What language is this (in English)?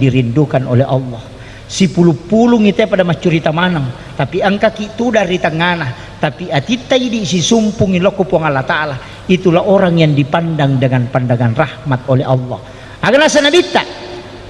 Buginese